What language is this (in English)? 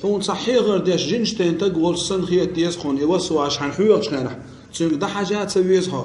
Chechen